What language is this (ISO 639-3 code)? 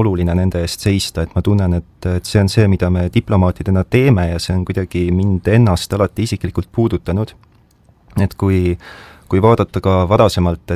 est